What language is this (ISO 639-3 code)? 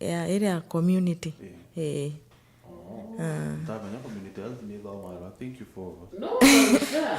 mer